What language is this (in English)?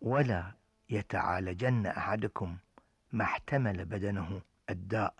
Gulf Arabic